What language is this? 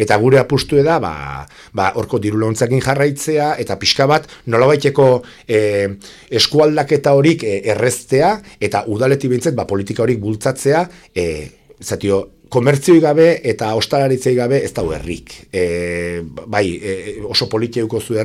Basque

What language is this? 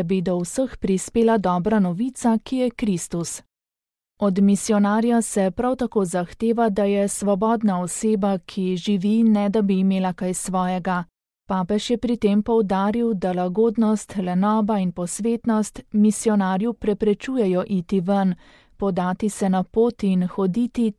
Slovenian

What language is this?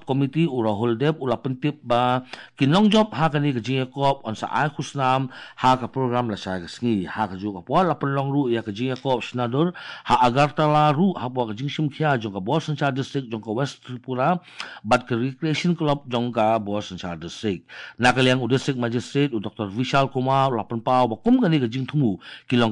Khasi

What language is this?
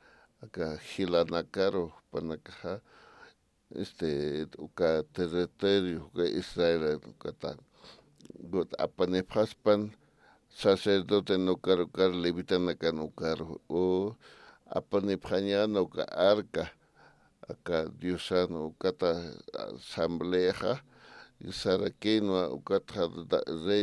Aymara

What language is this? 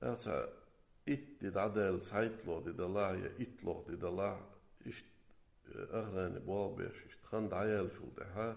Chechen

